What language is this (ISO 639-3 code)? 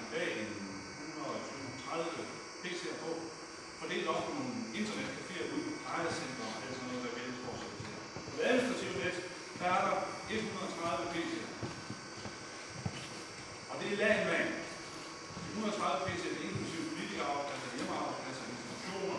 dan